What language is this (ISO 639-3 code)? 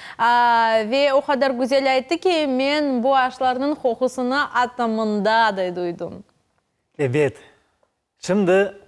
crh